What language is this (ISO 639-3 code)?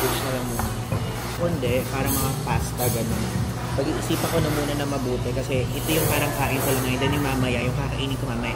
fil